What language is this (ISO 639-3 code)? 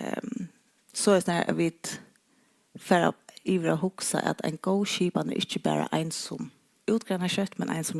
fao